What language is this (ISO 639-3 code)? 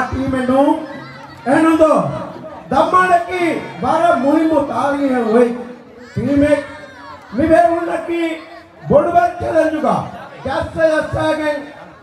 div